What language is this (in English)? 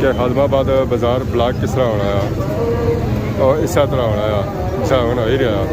Pahari-Potwari